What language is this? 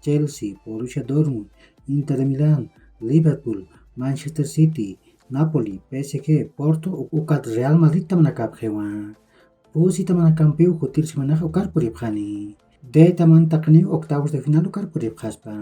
Aymara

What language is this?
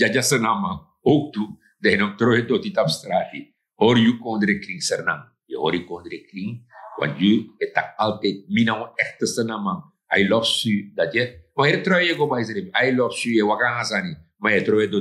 Sranan Tongo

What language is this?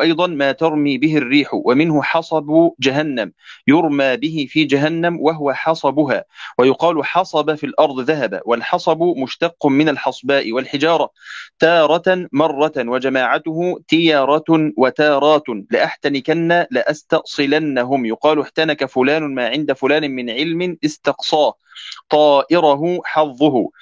Arabic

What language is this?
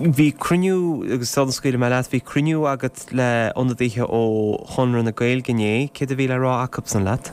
Irish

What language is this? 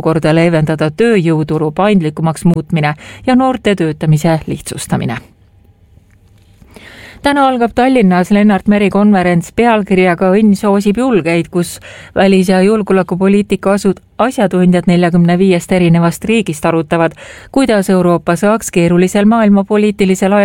Estonian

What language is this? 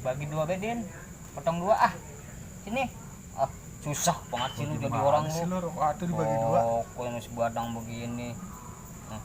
Betawi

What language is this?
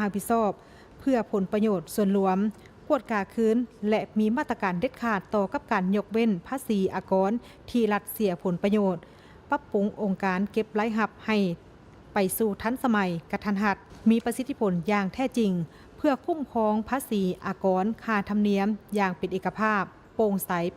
Lao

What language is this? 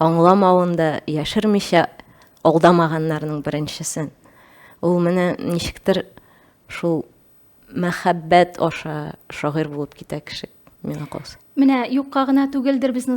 Tatar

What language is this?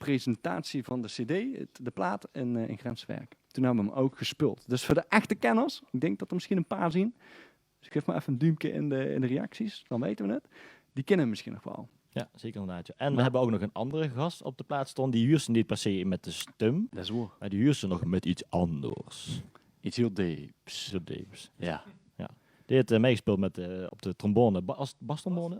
Limburgish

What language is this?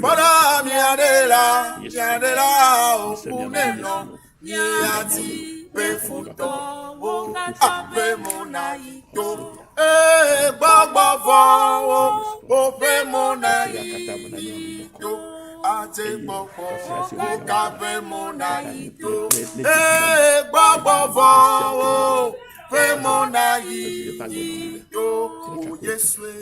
Ewe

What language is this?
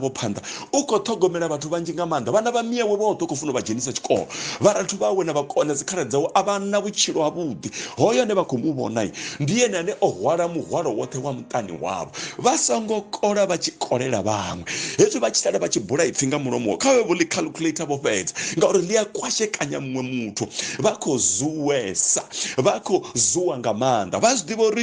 Venda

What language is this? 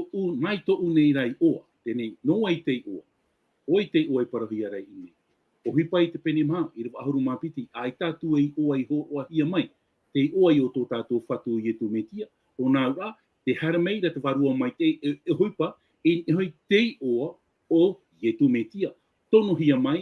Tahitian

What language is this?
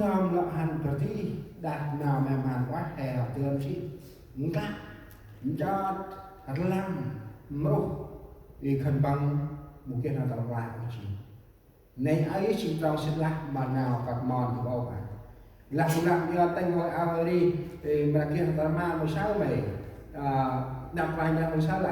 Central Mnong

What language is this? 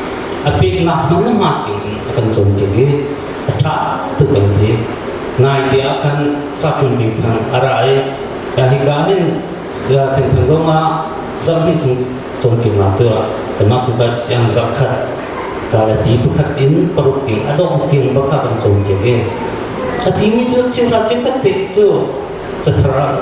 Hakha Chin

